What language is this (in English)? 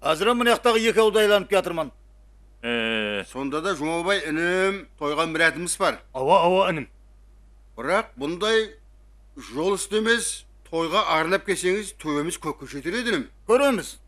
Kara-Kalpak